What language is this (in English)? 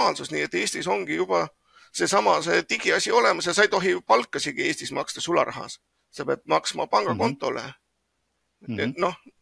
Estonian